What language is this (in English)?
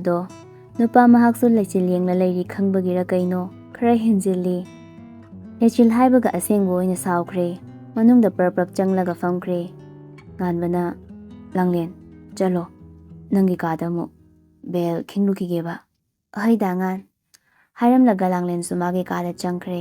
Manipuri